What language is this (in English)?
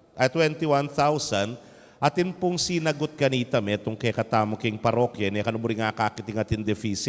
Pampanga